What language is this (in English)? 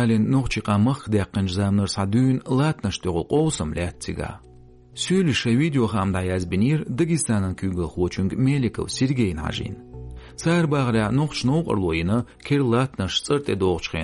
Chechen